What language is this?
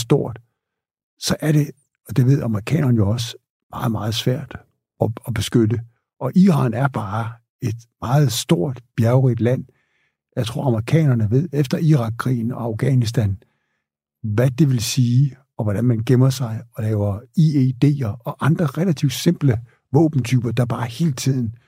Danish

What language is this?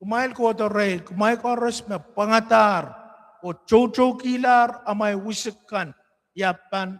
Pohnpeian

